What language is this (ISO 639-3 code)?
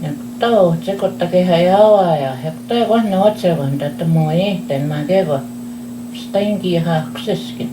crk